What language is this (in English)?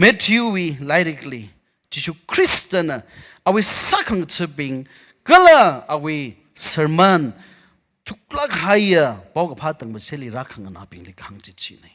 Tangkhul Naga (India)